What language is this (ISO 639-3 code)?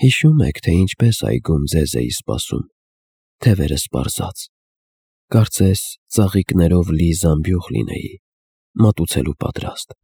hye